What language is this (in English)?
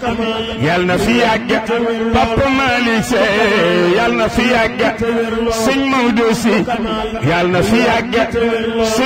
Wolof